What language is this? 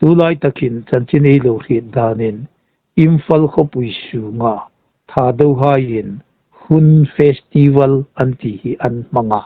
Hmar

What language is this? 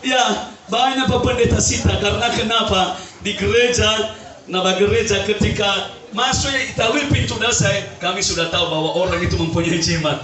Nias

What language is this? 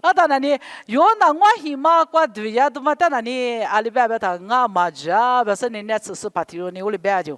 Lisu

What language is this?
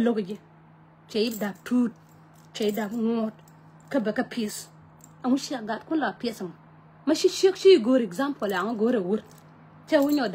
Nuer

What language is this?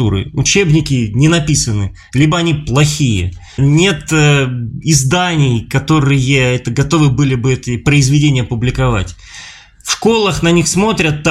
Russian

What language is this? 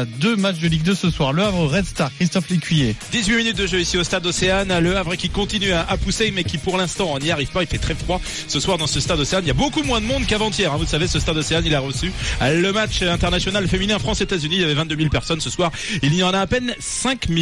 French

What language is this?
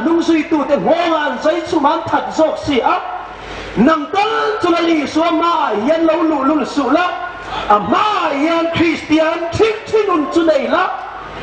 Hmar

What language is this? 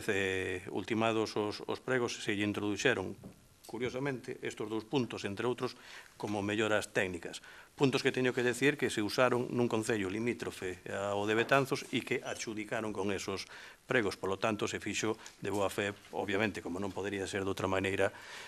Galician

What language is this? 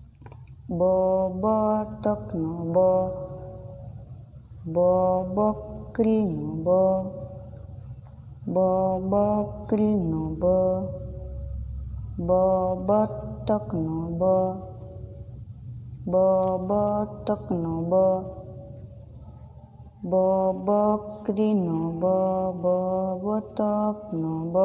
Gujarati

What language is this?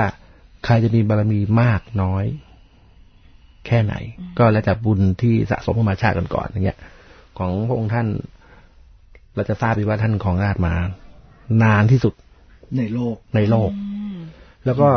Thai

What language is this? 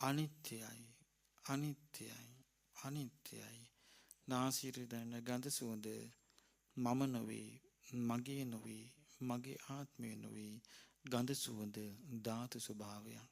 Sinhala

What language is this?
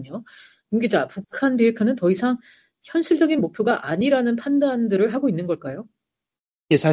Korean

